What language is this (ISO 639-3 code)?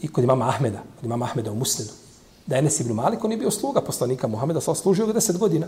bos